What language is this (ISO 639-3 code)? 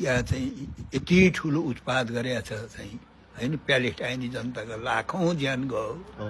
nep